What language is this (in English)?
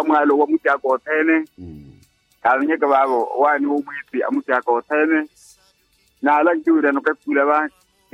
Makhuwa